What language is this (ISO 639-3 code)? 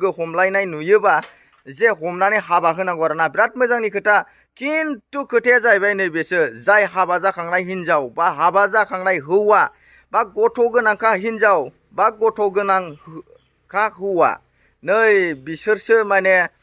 brx